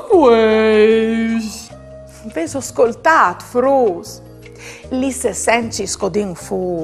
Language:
Friulian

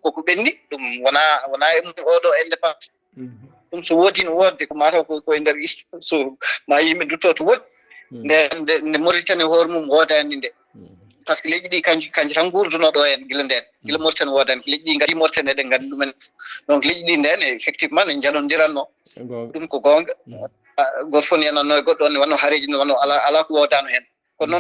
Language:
Fula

